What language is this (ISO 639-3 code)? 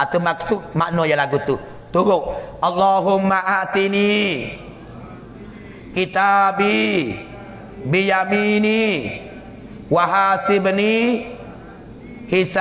mfa